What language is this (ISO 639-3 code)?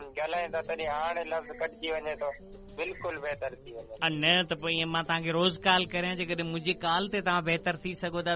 snd